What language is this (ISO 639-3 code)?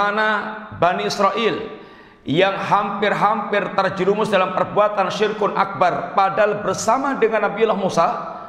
ind